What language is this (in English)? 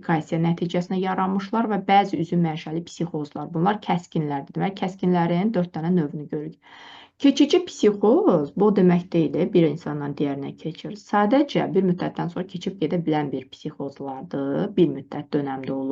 Azerbaijani